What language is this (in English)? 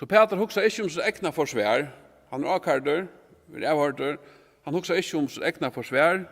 Faroese